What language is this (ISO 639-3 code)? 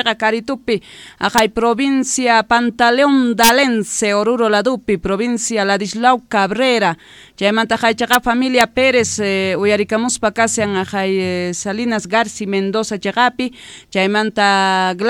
que